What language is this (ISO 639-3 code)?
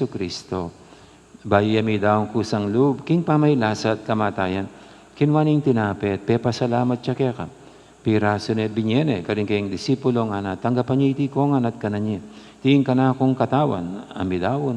pam